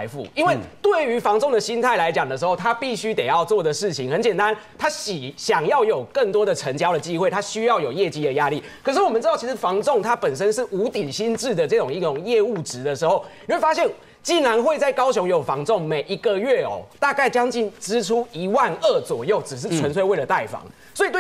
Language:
Chinese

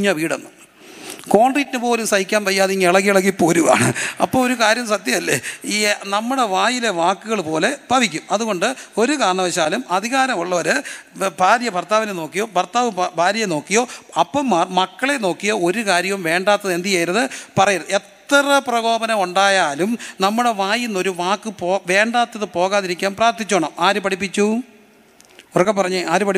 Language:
Malayalam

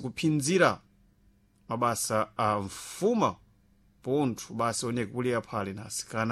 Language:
Sena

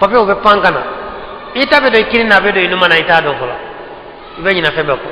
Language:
Bambara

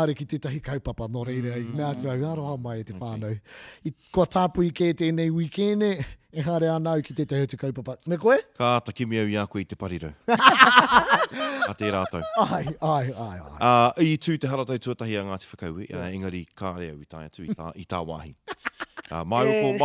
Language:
Māori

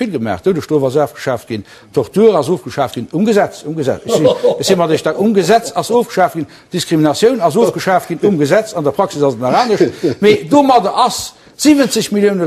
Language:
Luxembourgish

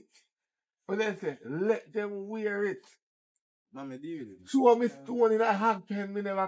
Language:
Jamaican Creole English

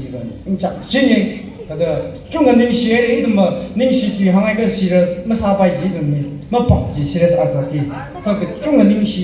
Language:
Tangkhul Naga (India)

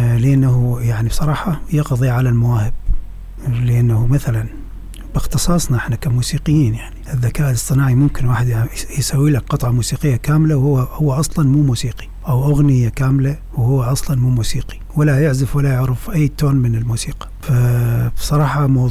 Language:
Mesopotamian Arabic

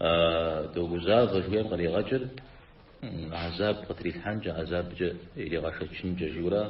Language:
Kabardian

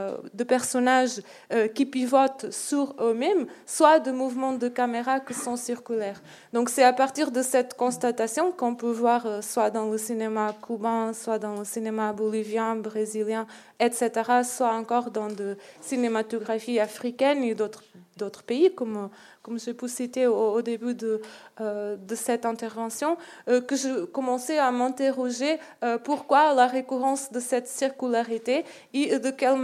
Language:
French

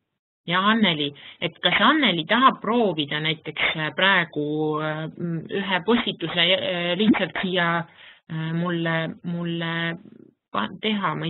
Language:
Estonian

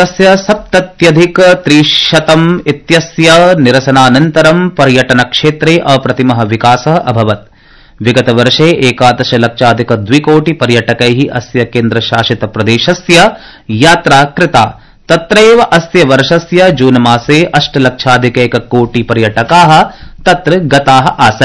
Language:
Sanskrit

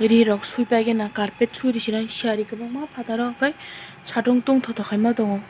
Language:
Kok Borok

